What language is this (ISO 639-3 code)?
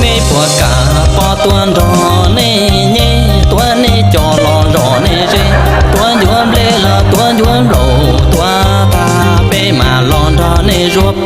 hmn